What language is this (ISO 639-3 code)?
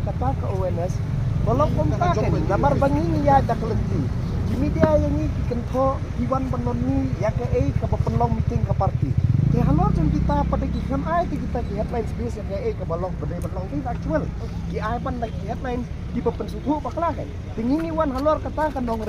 kha